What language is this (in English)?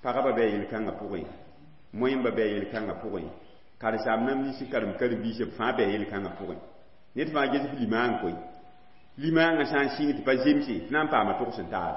Mossi